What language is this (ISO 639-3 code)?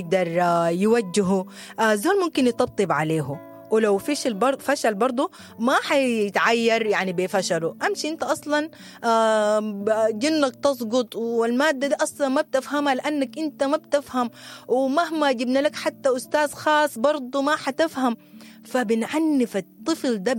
apd